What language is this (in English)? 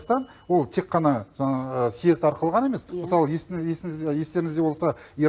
Kazakh